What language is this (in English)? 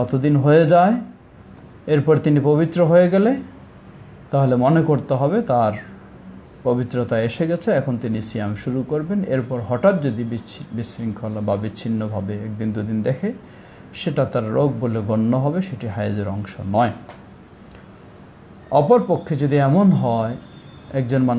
Bangla